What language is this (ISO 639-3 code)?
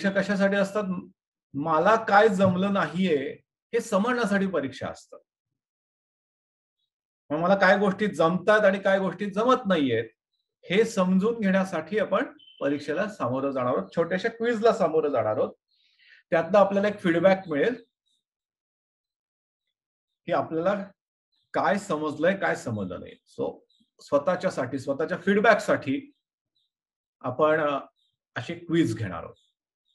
mar